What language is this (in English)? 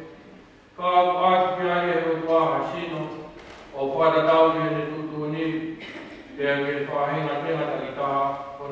Tongan